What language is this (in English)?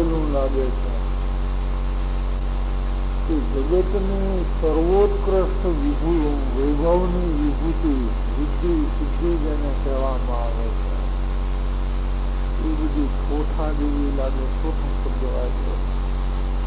Gujarati